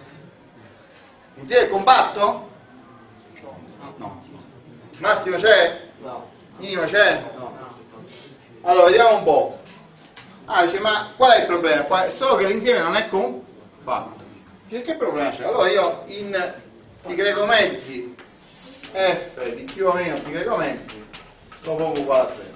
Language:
Italian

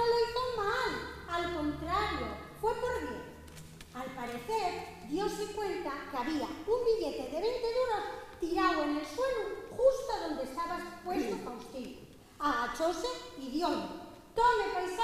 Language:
Asturian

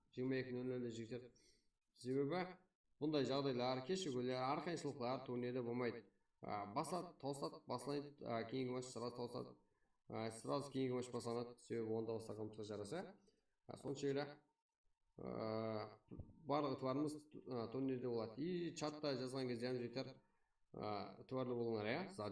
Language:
Kara-Kalpak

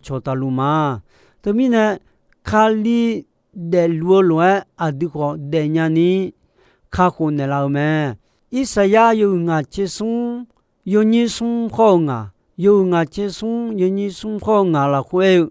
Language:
Akha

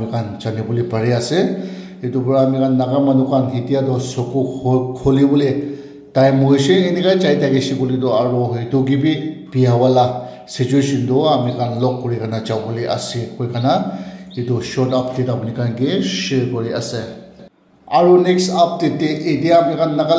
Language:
Naga Pidgin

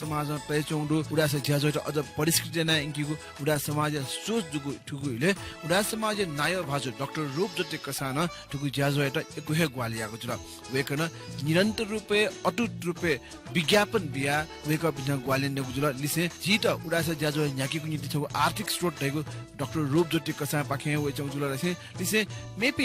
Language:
Newari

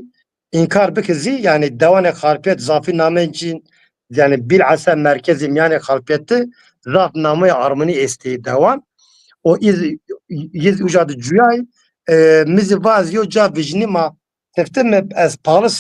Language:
Zaza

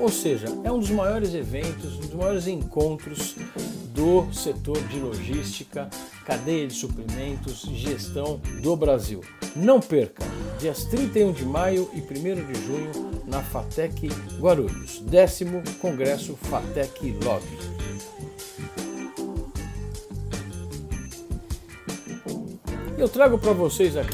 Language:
Portuguese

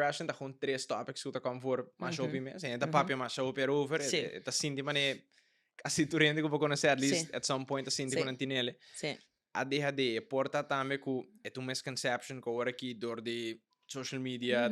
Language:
Papiamento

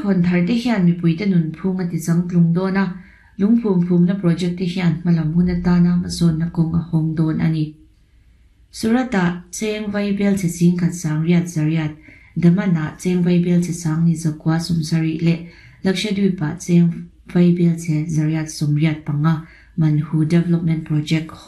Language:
Mizo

